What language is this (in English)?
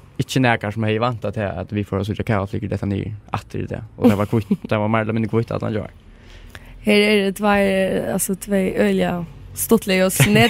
Faroese